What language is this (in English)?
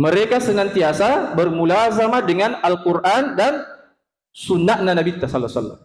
Buginese